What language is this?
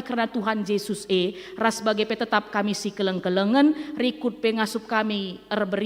Batak Karo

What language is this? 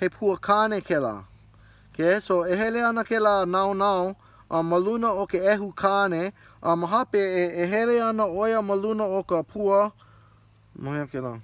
Hawaiian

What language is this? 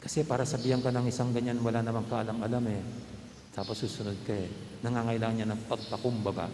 Pampanga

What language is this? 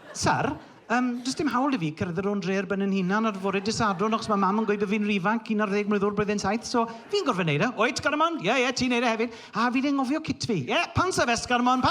Welsh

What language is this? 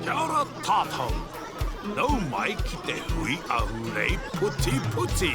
Māori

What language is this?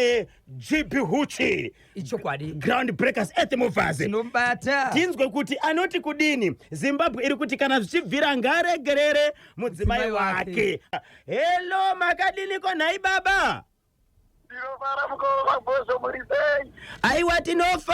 Shona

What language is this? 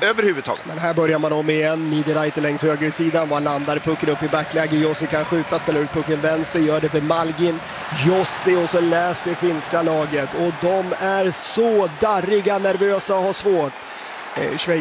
Swedish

